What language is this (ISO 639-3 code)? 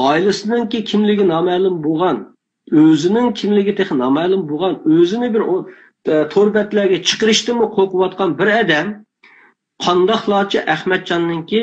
uig